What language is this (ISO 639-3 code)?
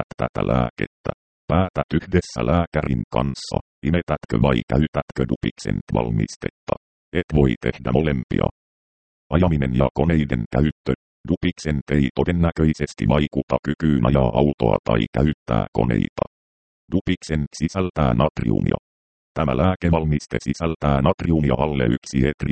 fin